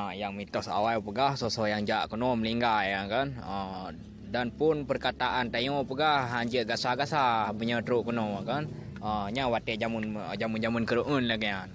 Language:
Achinese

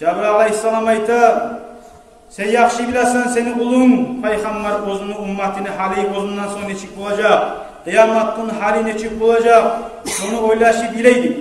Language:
Kumyk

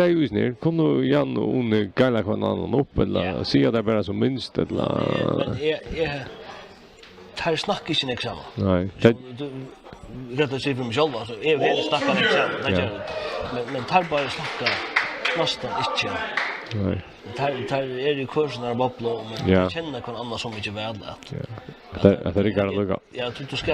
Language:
Faroese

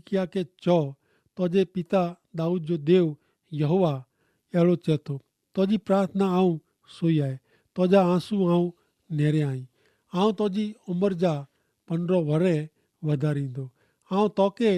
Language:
Kachhi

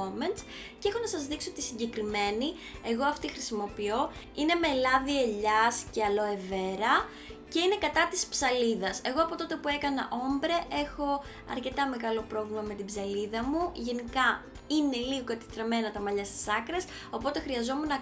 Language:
Greek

